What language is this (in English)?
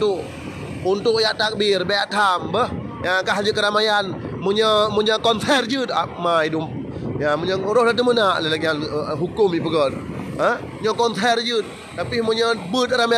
Achinese